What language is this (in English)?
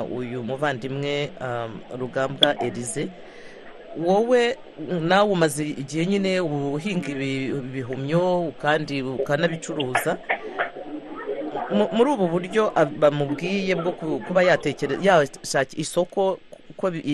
Kinyarwanda